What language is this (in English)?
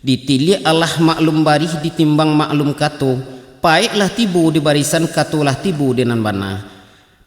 Minangkabau